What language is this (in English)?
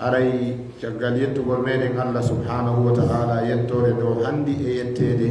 Fula